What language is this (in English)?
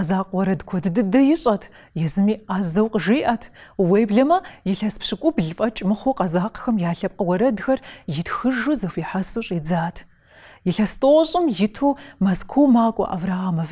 Kabardian